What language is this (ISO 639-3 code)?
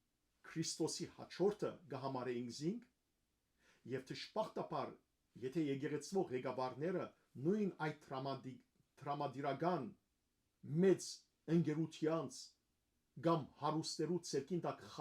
hyw